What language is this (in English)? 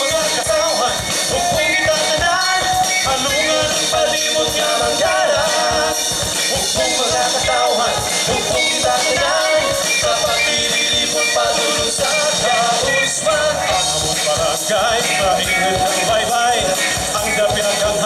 Hiligaynon